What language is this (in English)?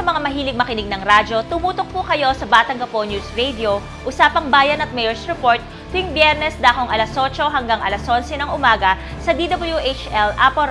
Filipino